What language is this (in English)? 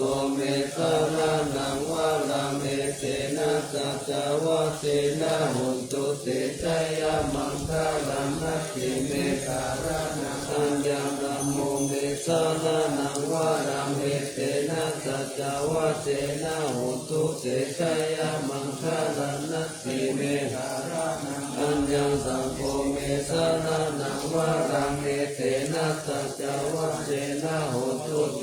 Pali